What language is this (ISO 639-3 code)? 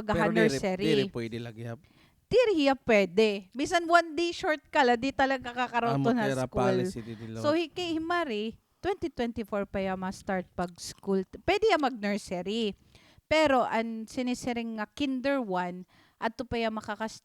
war